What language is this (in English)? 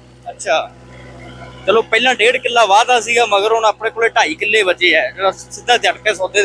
Punjabi